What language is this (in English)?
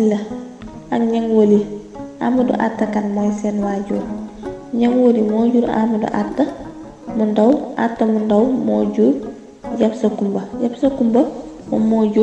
Wolof